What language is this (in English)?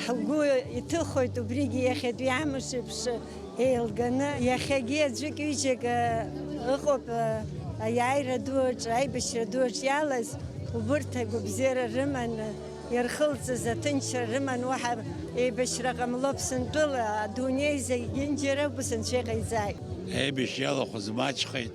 Abkhazian